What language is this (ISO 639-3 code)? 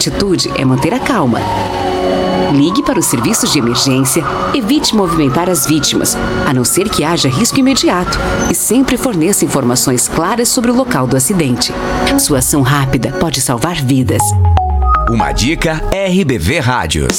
por